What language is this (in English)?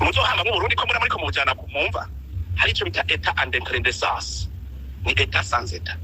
Rundi